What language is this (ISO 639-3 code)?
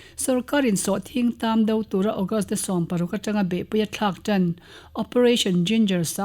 lus